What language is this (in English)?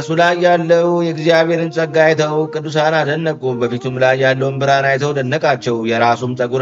Amharic